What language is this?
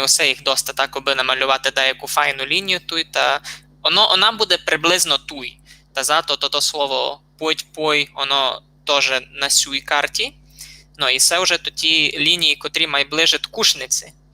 Rusyn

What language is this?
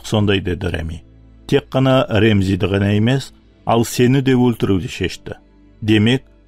Kara-Kalpak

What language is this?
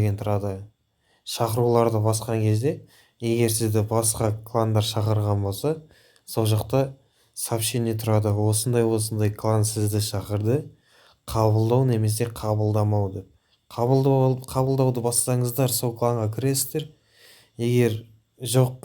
Kazakh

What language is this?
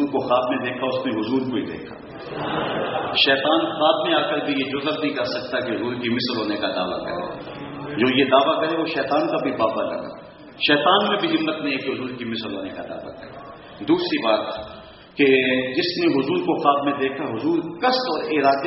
Urdu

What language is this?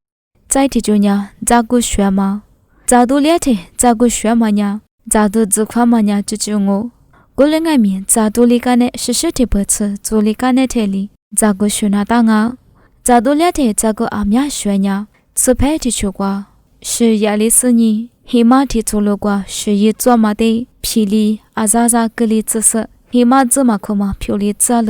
Lisu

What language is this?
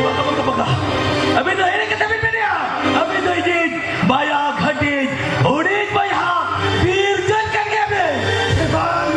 Santali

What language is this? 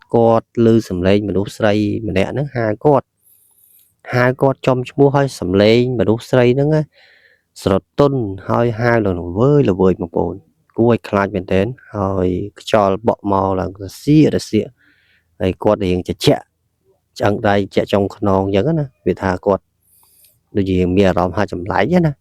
Khmer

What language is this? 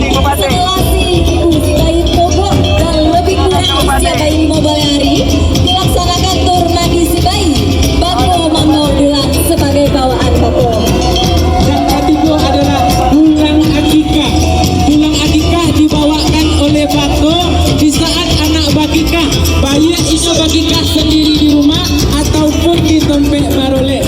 Minangkabau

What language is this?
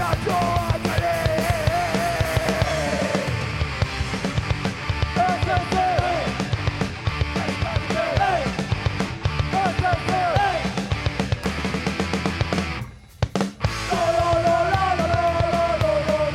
Basque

